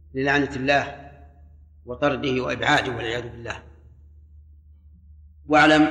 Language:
Arabic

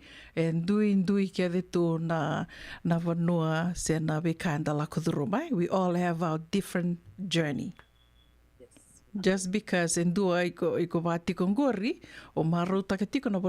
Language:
Fijian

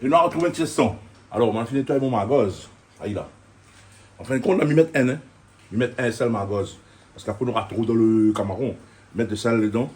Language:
Réunion Creole French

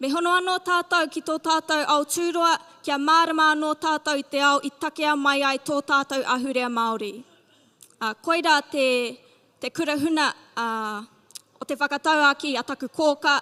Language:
Māori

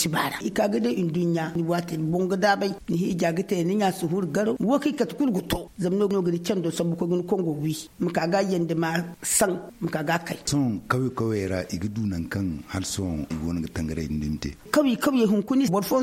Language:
Zarma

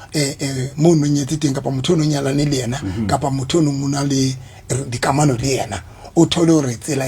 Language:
Southern Sotho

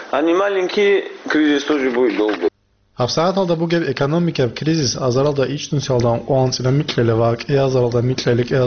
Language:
Avaric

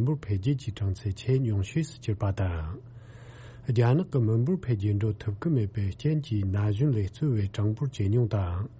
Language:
Tibetan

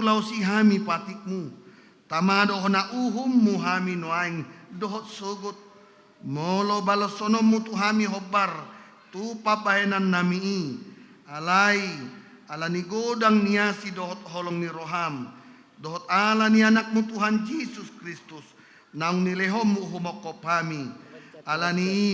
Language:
Batak Toba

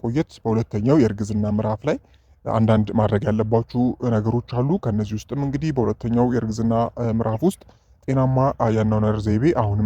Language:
Amharic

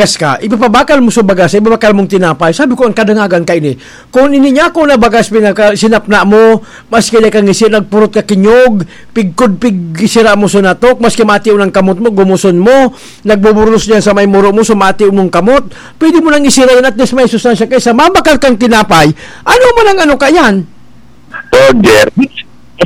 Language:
Bikol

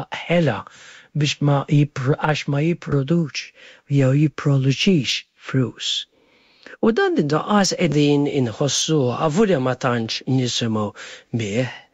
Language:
Maltese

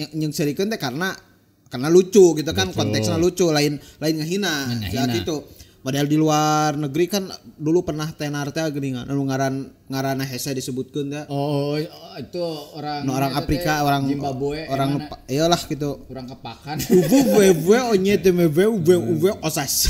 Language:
Sundanese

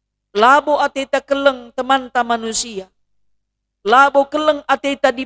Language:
Batak Karo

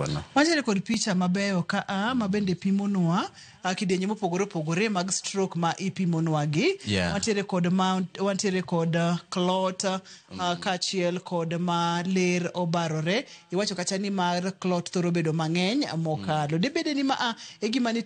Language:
Luo (Kenya and Tanzania)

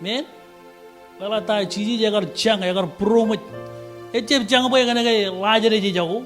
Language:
Marshallese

